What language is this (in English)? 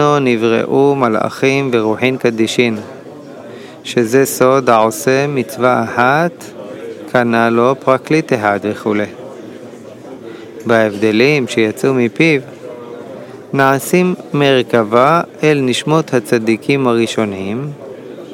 Hebrew